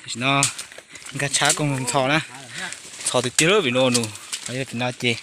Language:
Hmong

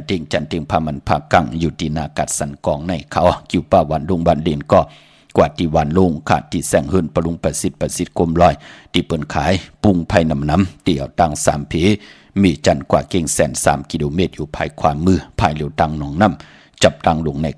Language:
Shan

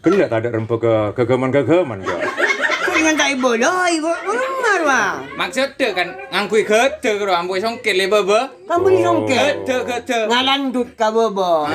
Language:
Madurese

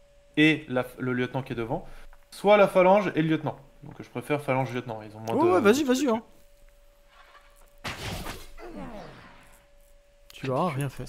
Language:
French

